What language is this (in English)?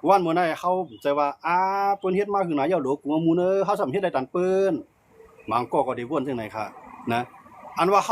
Shan